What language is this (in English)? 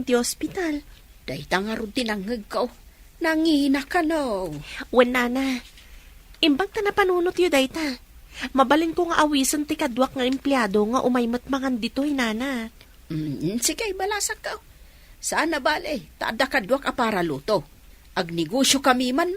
Iloko